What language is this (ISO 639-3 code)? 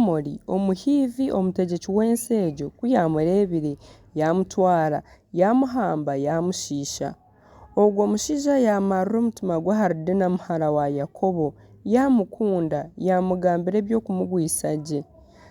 nyn